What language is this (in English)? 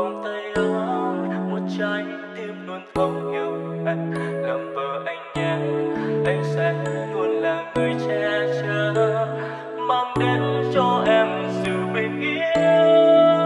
Vietnamese